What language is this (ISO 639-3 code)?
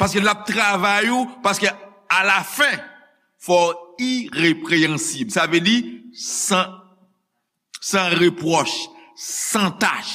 hat